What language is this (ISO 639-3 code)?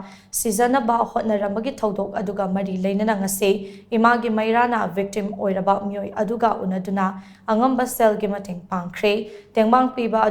mni